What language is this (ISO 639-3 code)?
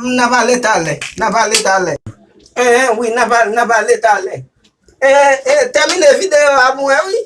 hat